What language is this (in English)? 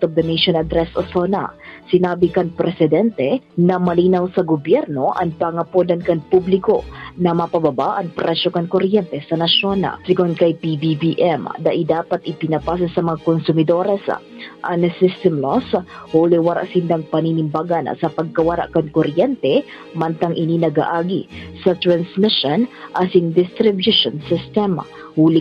Bikol